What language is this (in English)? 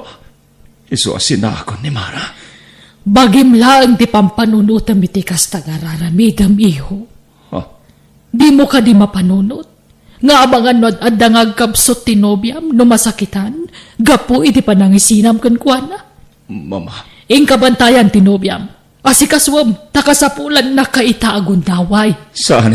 Iloko